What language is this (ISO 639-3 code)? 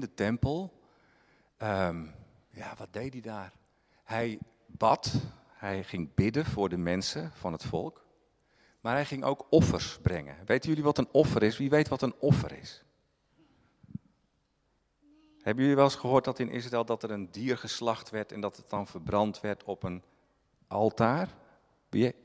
nld